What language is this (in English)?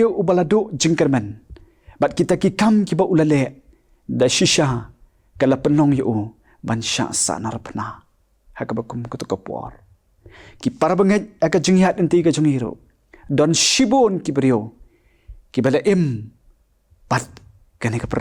Khasi